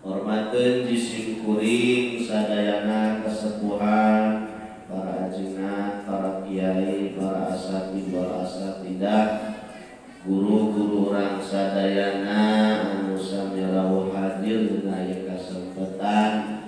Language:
Sundanese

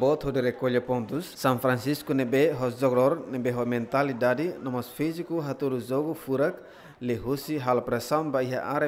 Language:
Tetum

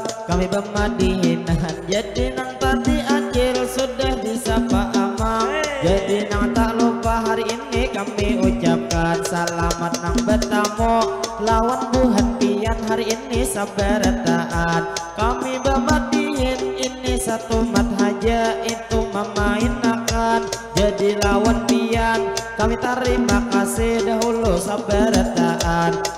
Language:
Banjar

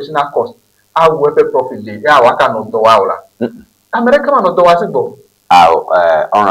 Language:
Ewe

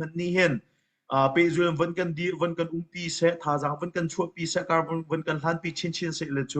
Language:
Hakha Chin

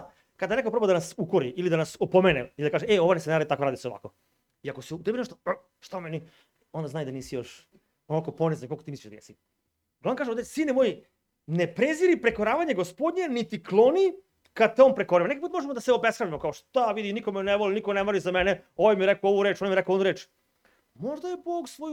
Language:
Serbian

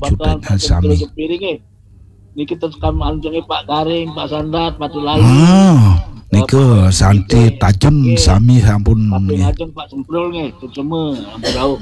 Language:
Balinese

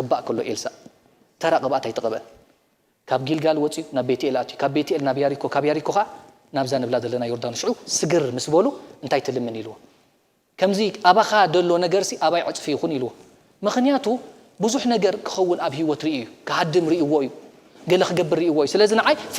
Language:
Tigrinya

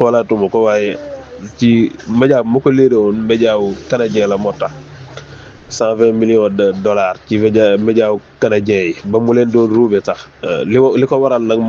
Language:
Wolof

